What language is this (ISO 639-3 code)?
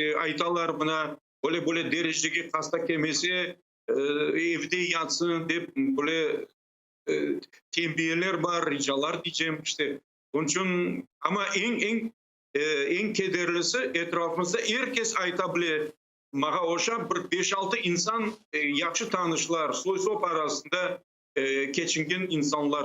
crh